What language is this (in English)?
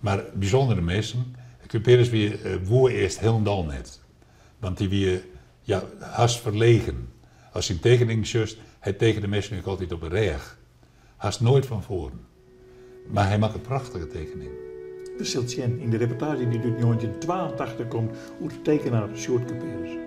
Western Frisian